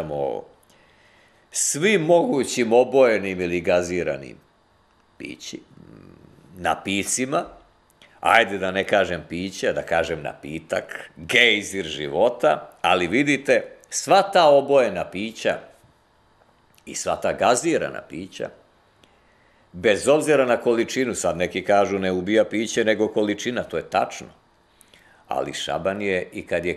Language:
Serbian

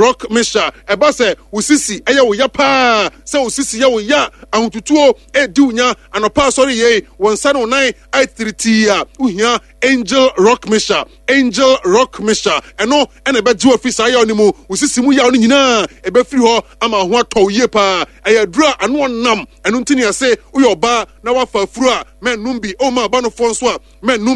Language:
Akan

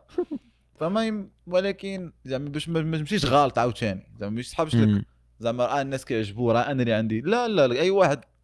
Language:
Moroccan Arabic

